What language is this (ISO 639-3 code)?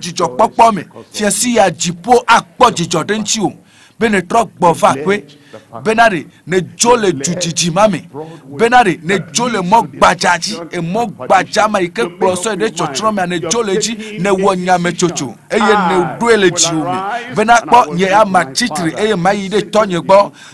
ewe